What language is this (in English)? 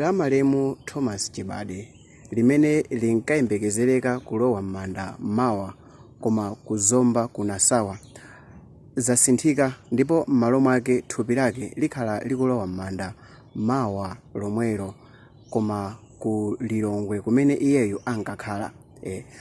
Nyanja